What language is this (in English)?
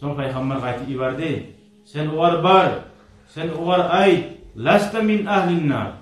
Kumyk